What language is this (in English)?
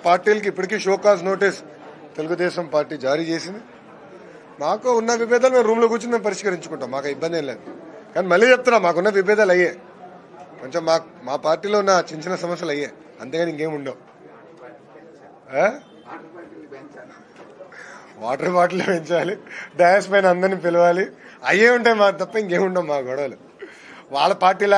Telugu